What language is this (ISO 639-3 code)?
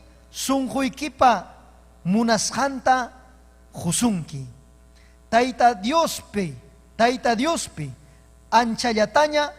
quy